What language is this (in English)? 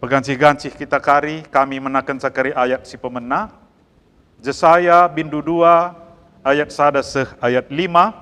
Batak Karo